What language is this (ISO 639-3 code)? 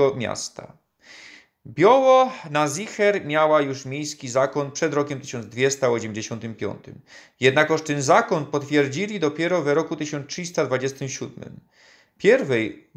szl